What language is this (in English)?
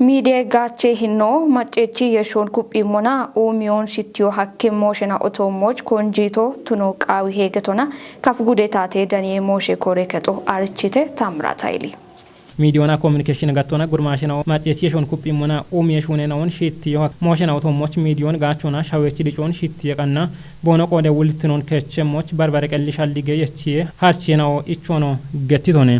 Kafa